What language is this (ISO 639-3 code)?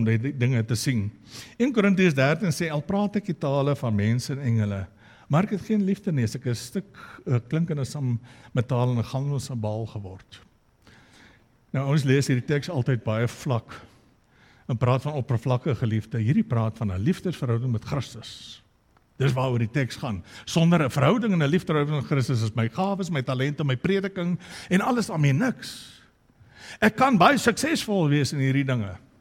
afr